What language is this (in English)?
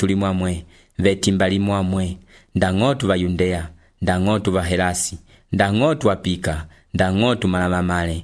Umbundu